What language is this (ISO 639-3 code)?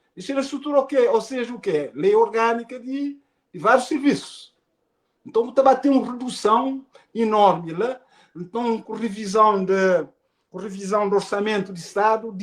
kea